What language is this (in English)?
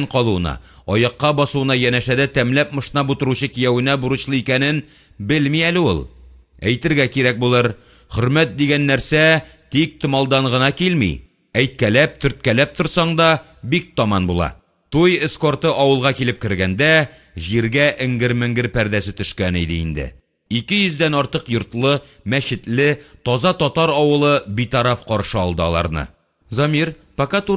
Tatar